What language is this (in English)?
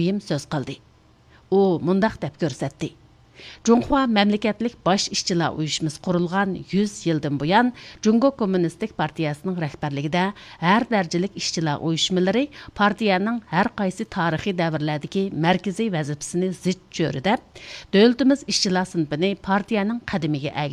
Uyghur